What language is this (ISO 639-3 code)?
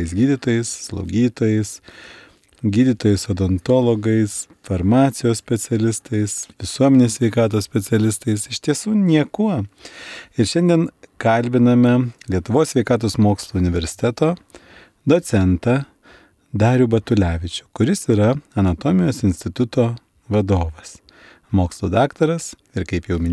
lit